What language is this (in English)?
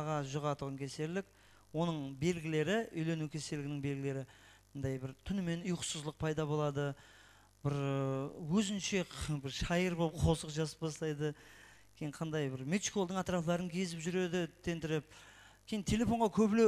Kara-Kalpak